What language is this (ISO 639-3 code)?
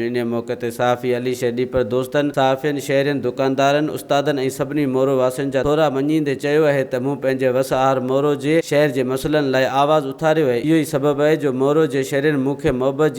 snd